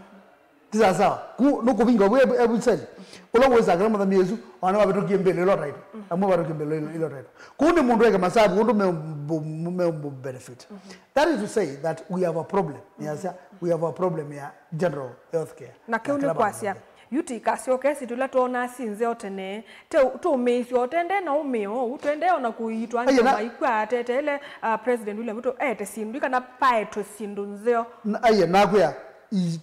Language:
Kamba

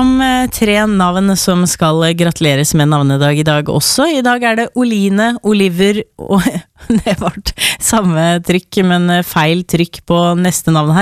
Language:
Norwegian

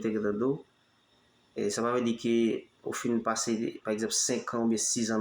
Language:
Haitian Creole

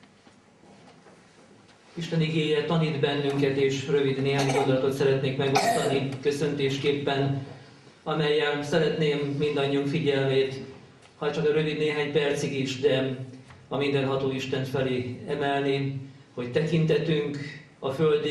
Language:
Hungarian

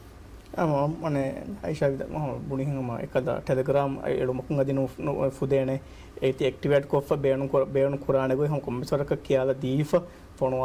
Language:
Divehi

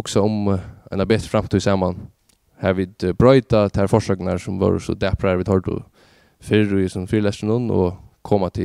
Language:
Faroese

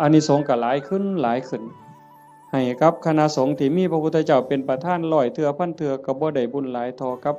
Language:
Northeastern Thai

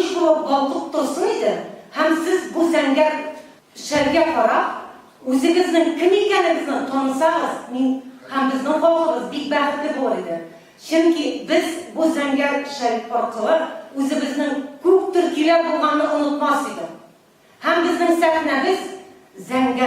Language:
Tatar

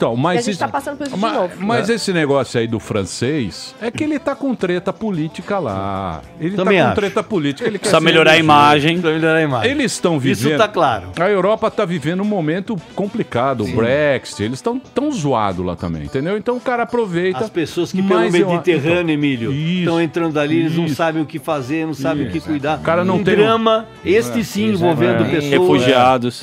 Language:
Portuguese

